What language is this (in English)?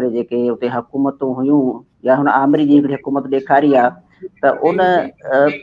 Sindhi